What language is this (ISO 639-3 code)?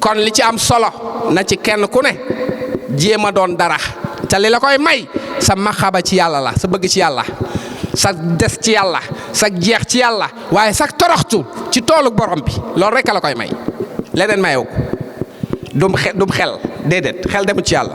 wol